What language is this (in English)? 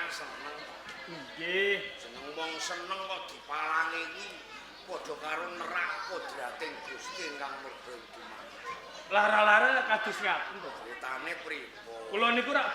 Javanese